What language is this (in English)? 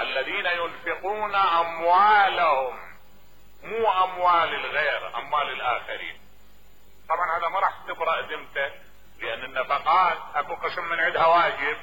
Mesopotamian Arabic